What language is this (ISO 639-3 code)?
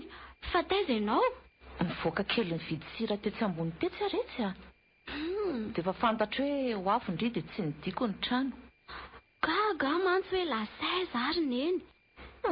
mlg